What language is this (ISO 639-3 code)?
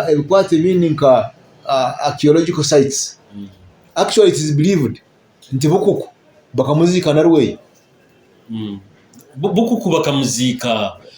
nyo